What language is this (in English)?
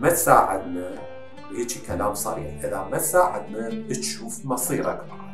Mesopotamian Arabic